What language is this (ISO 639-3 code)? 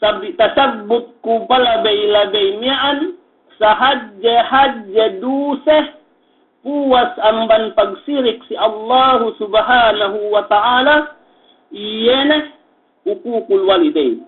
yka